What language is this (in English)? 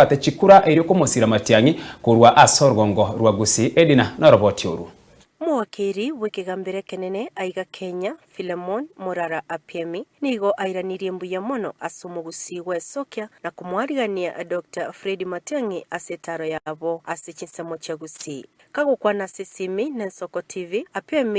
Gusii